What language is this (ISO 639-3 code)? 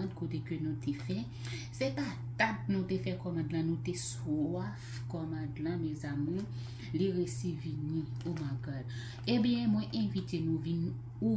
hat